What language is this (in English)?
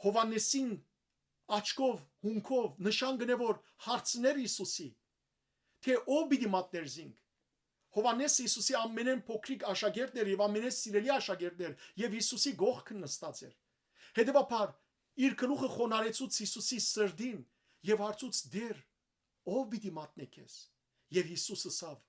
Western Armenian